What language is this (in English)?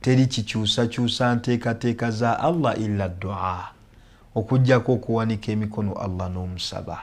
Ganda